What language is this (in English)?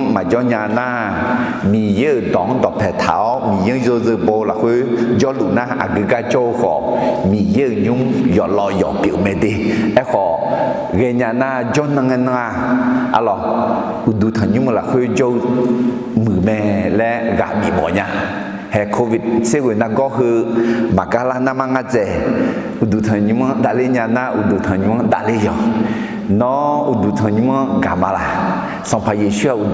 Akha